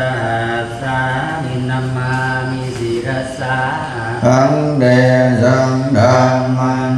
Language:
Pali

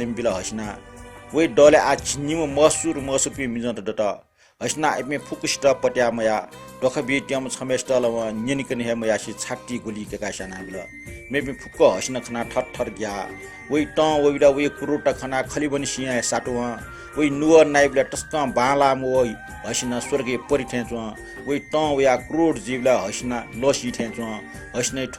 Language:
Newari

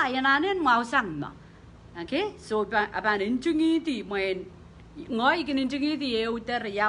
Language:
Pohnpeian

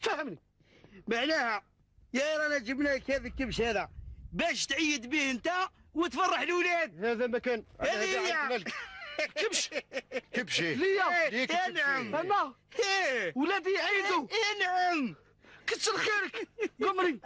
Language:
Algerian Arabic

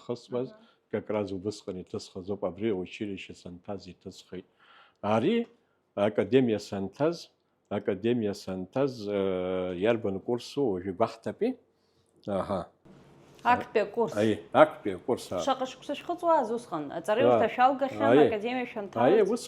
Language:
Abkhazian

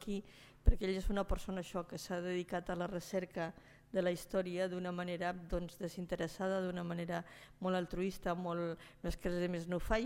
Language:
Catalan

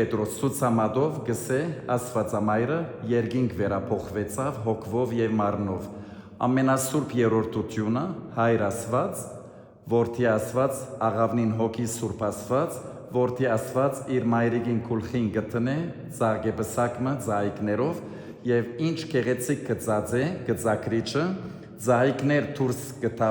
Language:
Western Armenian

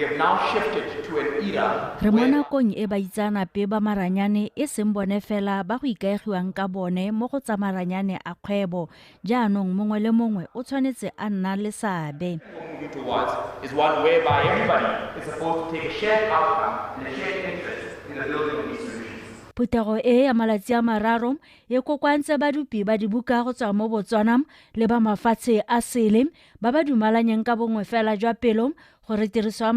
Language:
Tswana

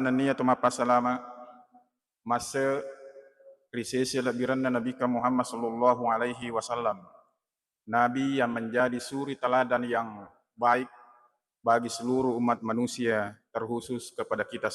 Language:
Buginese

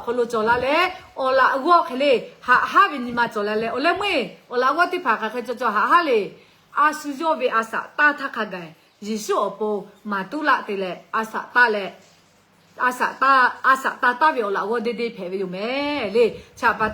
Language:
Lahu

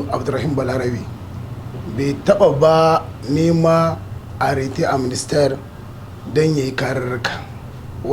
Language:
Hausa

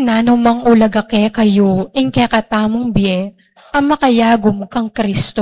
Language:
Pampanga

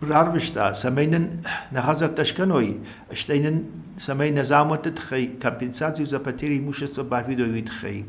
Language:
Ossetic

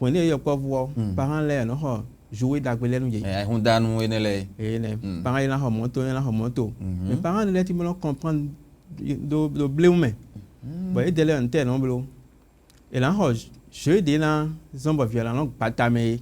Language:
Fon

